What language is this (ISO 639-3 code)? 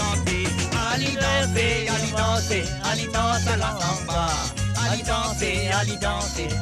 mfe